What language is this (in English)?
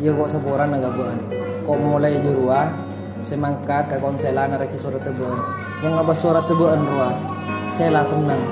Madurese